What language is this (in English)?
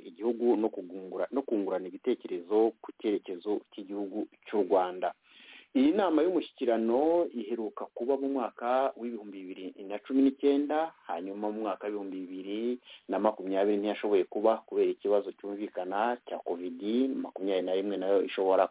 Kinyarwanda